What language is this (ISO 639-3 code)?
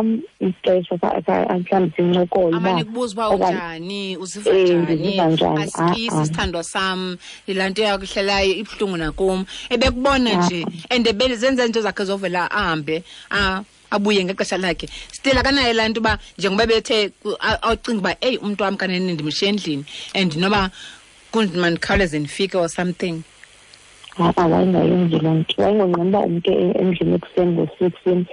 xho